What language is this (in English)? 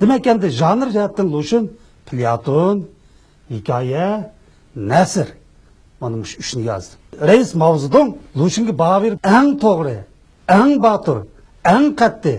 Uyghur